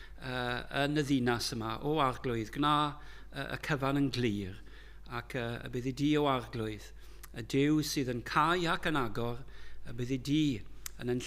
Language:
Welsh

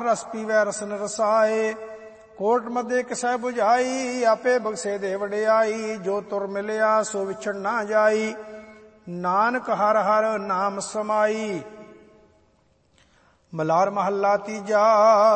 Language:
Punjabi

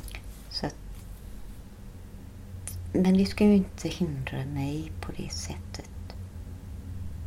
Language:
Swedish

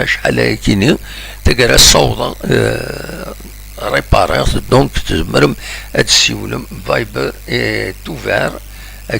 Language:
Kabyle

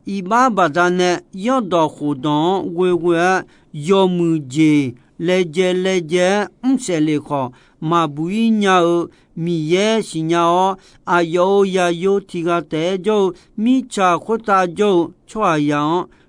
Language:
Akha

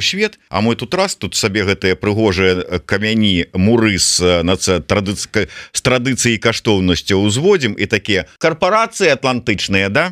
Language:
Belarusian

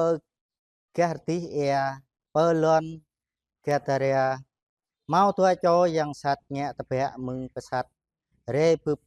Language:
Jarai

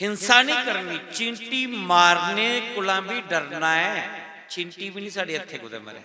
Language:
Dogri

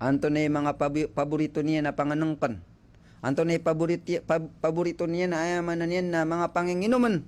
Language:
Maranao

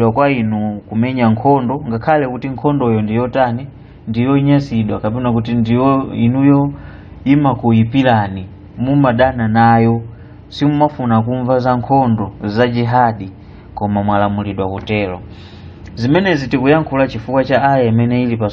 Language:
Nyanja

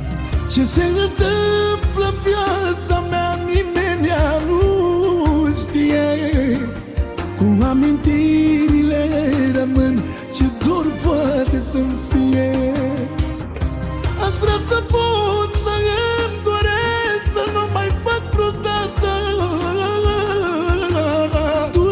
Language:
Romanian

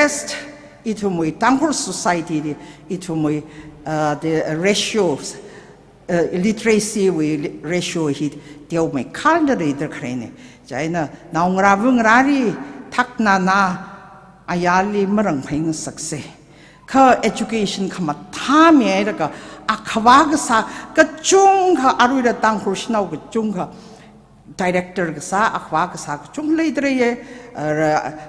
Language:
Tangkhul Naga (India)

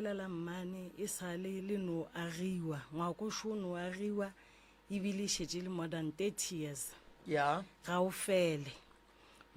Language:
Northern Sotho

